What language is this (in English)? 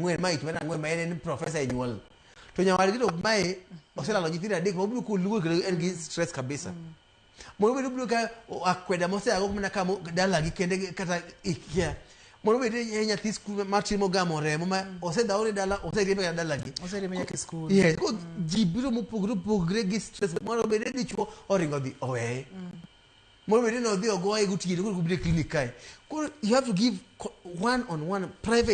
Luo (Kenya and Tanzania)